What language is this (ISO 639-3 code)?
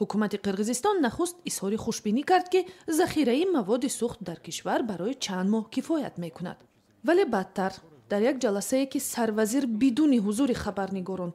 tgk